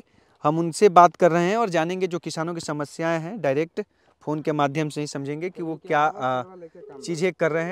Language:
Hindi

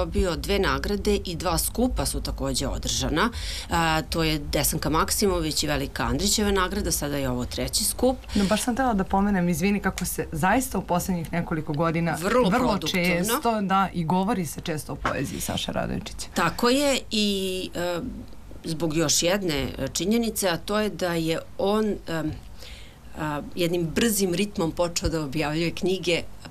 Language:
Serbian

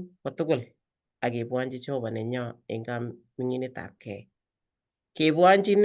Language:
Kalenjin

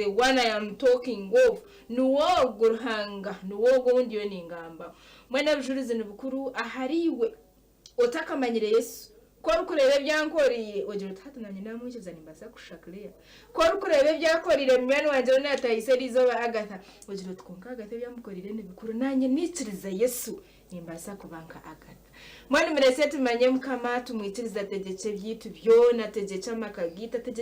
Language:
Nyankole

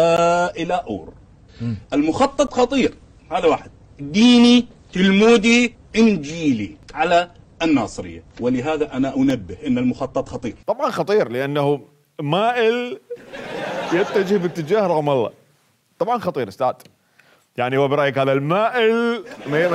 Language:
Mesopotamian Arabic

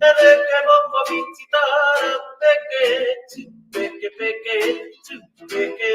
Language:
Māori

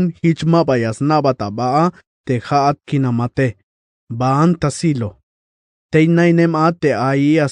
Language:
Tzeltal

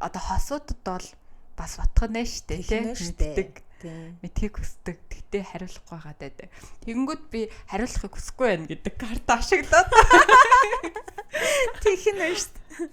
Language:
Mongolian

